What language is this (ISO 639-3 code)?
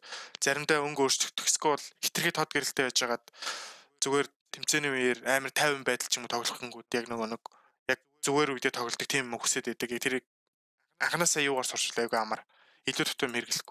mon